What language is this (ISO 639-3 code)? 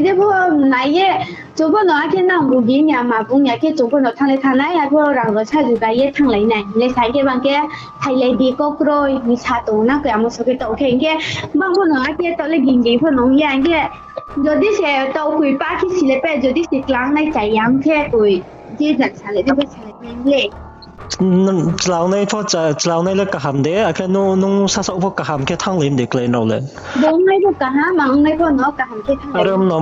ria